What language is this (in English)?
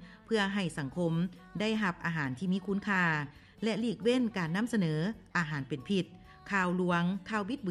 Lao